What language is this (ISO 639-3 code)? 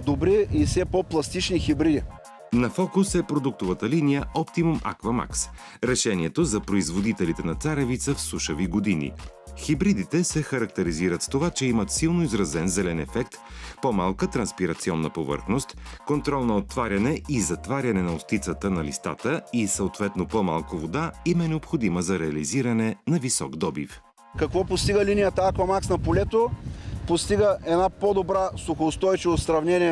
bul